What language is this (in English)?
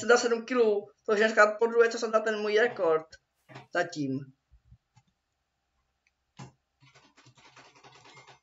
Czech